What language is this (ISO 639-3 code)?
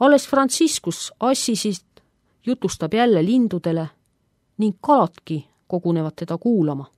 est